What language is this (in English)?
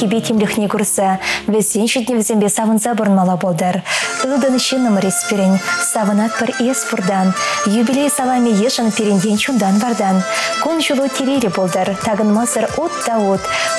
Chuvash